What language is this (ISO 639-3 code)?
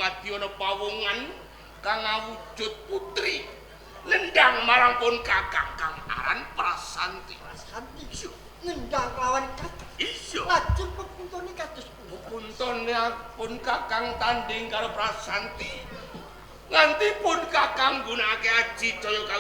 jav